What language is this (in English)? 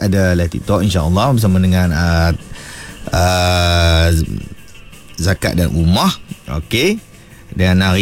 Malay